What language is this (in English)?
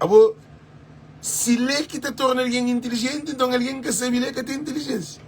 Kabuverdianu